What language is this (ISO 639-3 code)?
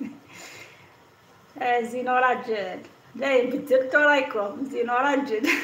arq